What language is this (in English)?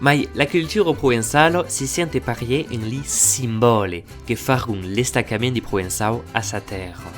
Occitan